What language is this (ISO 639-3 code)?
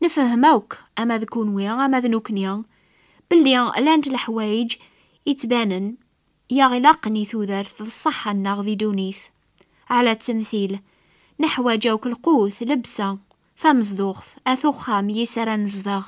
kab